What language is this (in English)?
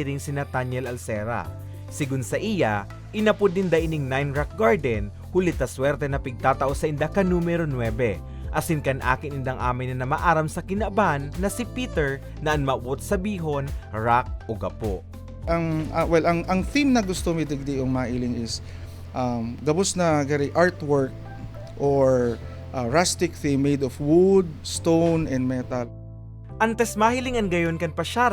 Bikol